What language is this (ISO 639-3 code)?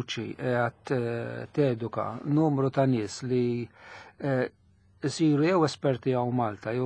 mlt